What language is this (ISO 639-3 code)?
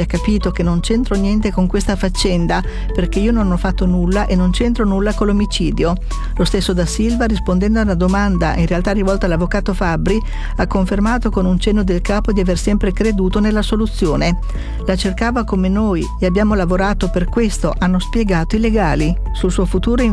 ita